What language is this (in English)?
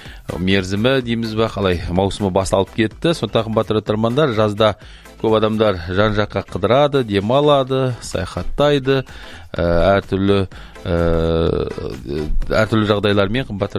Kazakh